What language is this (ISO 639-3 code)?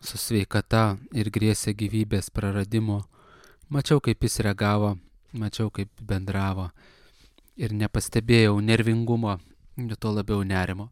lit